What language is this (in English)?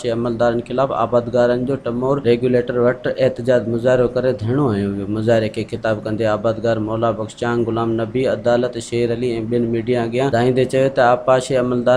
Sindhi